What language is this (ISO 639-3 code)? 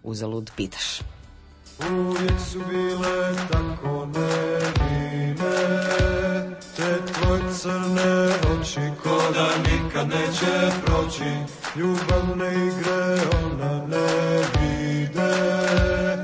hrv